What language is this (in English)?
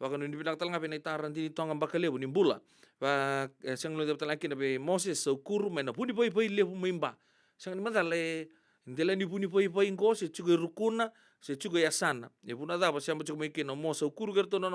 Fijian